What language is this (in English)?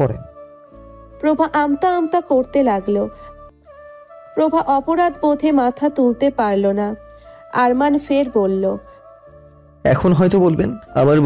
Bangla